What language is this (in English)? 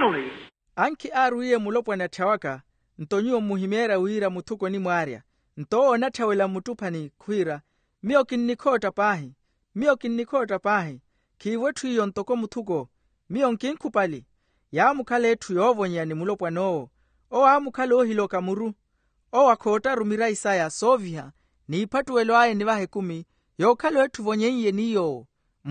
Makhuwa